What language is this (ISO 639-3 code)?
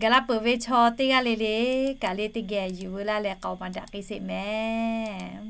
lhu